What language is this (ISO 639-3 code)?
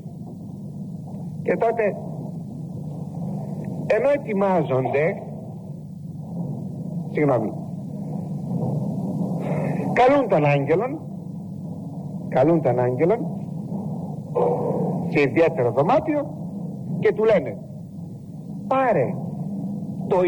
ell